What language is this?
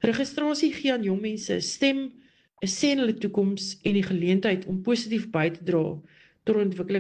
Afrikaans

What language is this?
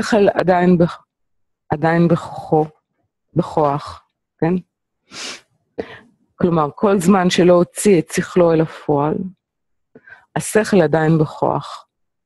Hebrew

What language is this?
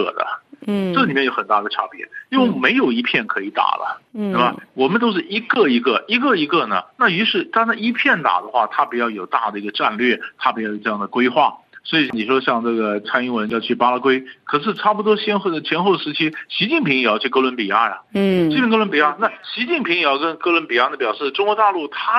Chinese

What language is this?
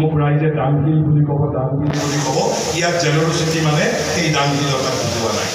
Assamese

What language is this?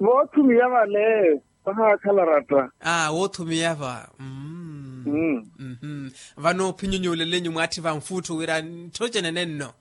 Makhuwa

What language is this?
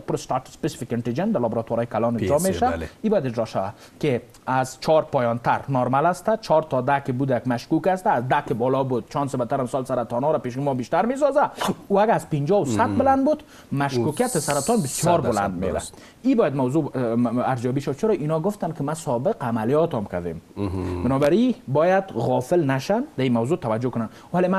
Persian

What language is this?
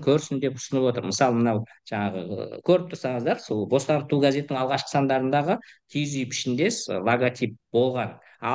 Kazakh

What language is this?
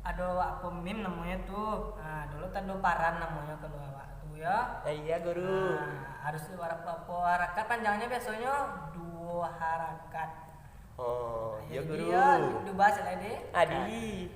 Minangkabau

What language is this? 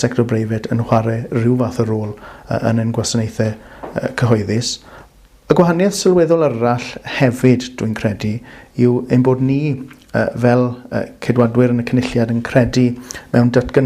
Welsh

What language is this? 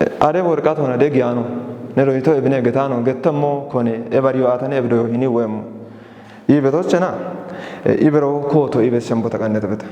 Kafa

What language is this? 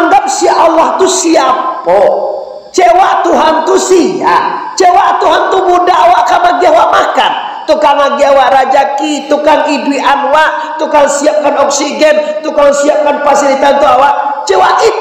Minangkabau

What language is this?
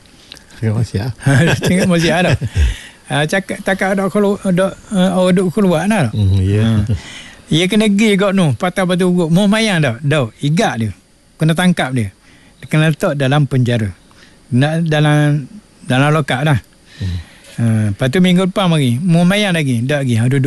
Malay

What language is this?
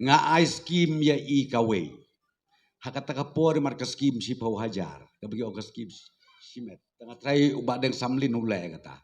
Khasi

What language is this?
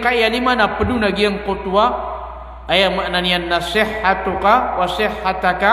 Maranao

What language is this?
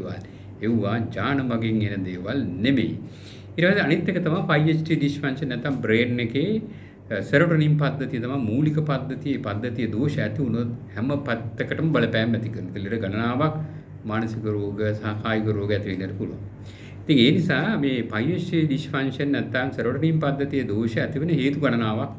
Sinhala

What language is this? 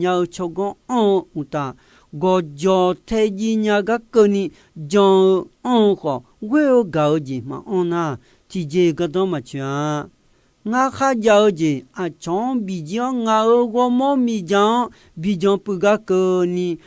Akha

